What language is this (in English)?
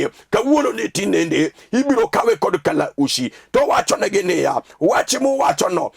Luo (Kenya and Tanzania)